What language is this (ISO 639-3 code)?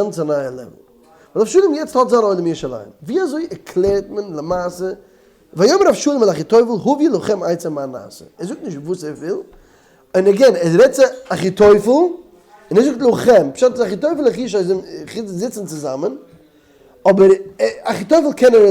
yid